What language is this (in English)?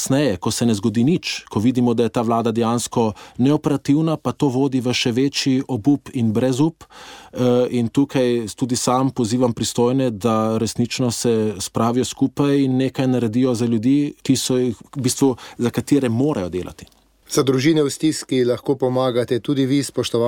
Slovenian